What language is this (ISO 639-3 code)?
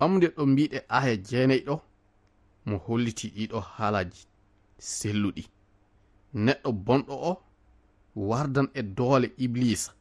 ful